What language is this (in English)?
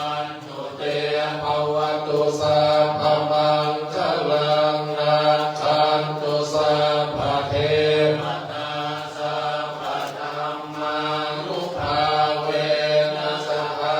Pali